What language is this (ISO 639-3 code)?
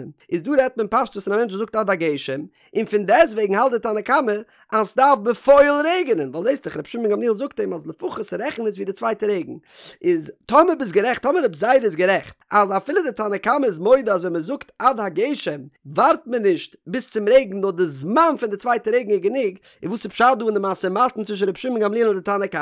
yid